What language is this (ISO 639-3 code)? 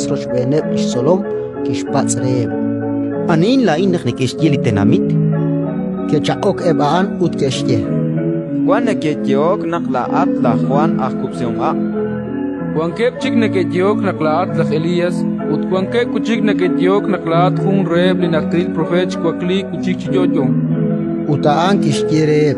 kek